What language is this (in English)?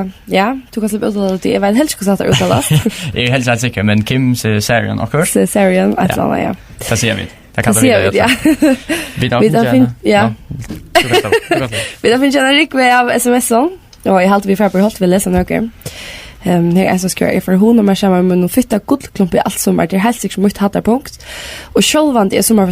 Faroese